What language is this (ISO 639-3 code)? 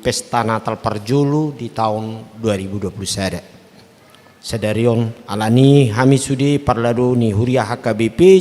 bbc